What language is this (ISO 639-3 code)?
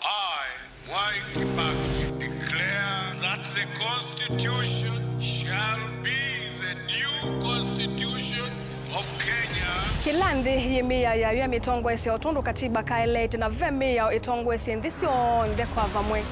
kam